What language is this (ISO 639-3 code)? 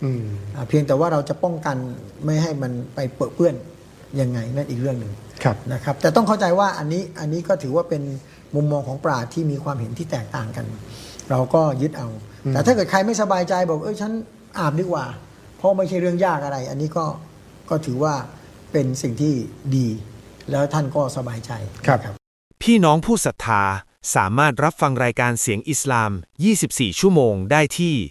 tha